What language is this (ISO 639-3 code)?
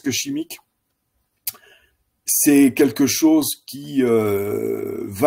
fra